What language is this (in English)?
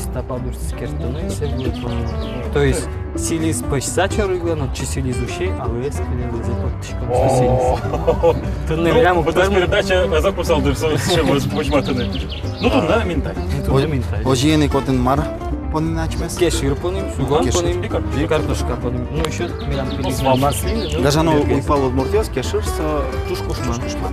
Udmurt